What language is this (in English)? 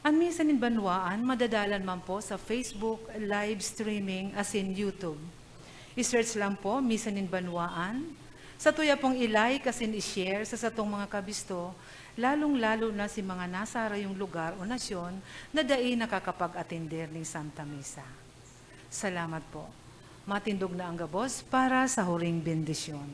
Bikol